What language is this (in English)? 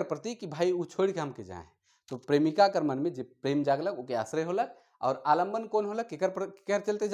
Sadri